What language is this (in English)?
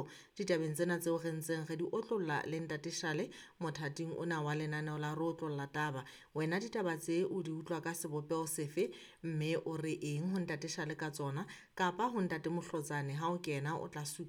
Southern Sotho